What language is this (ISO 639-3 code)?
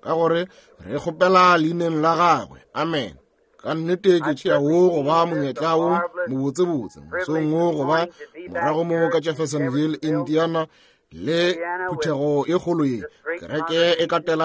nso